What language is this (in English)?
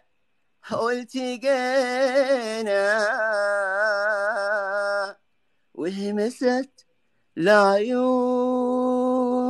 Arabic